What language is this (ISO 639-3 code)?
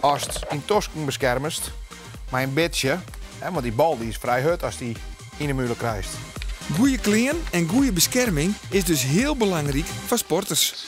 fry